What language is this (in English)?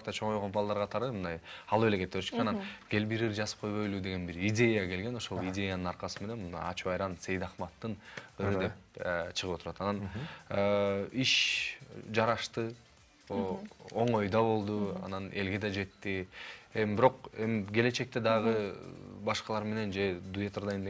Kyrgyz